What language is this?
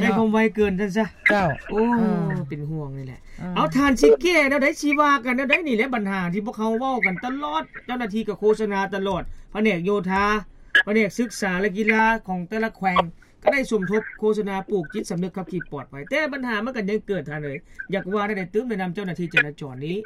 Lao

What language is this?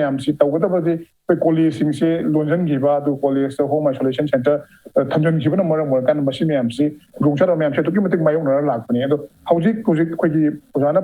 Manipuri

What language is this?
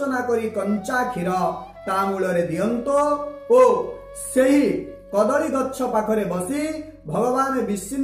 Odia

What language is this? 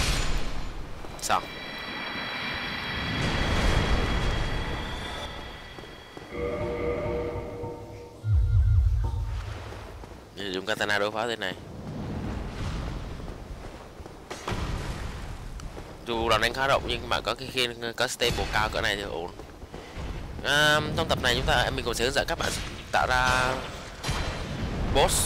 Vietnamese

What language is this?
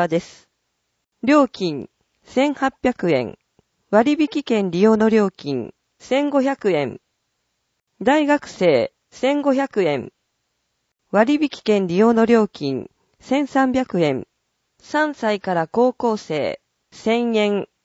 Japanese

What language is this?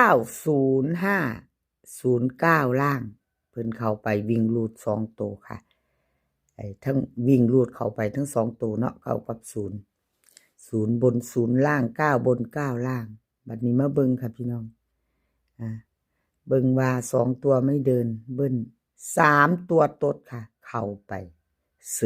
Northeastern Thai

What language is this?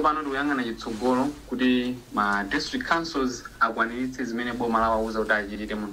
Nyanja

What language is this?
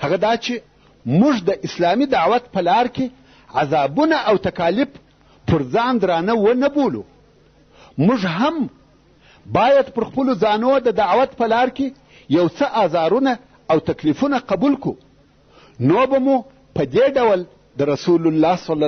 Pashto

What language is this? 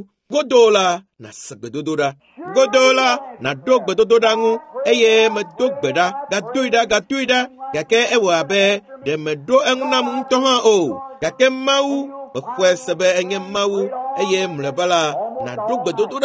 Ewe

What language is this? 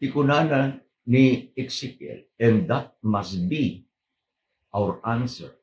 Iloko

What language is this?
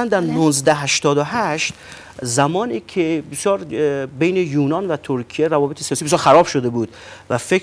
Persian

